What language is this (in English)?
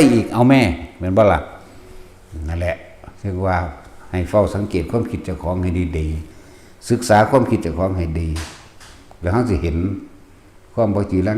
Northeastern Thai